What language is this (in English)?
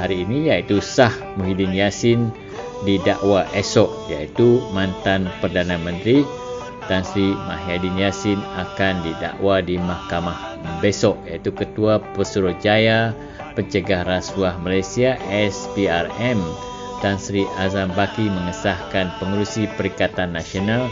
Malay